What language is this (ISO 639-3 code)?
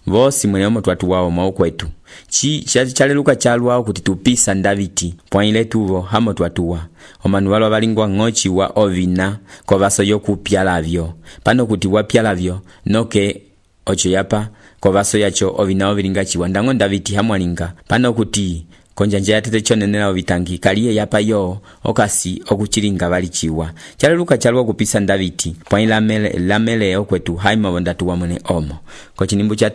umb